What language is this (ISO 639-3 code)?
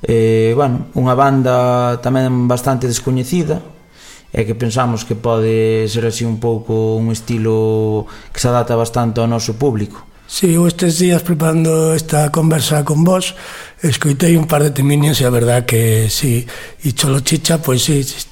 glg